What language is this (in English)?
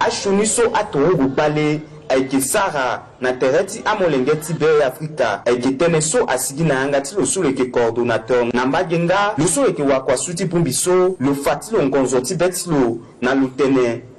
Sango